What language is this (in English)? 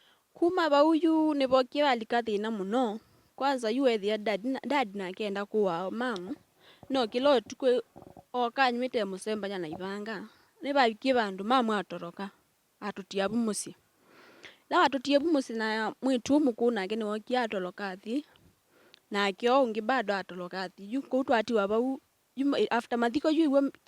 Kamba